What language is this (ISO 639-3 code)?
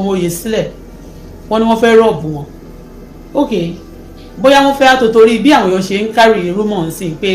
yor